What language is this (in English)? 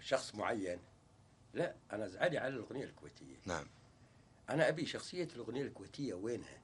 Gulf Arabic